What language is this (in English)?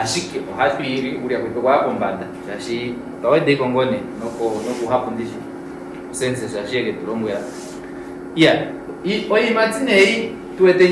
Kuanyama